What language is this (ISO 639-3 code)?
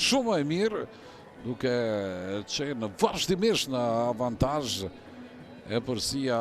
sqi